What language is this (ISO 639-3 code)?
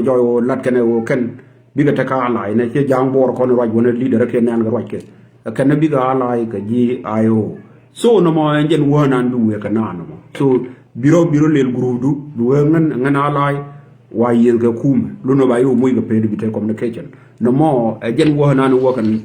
nus